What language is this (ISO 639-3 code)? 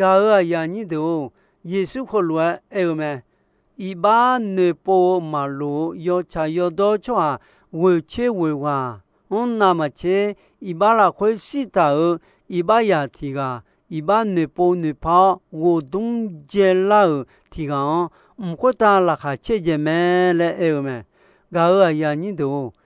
ahk